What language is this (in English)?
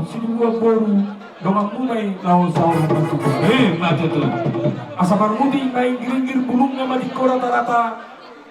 Batak Toba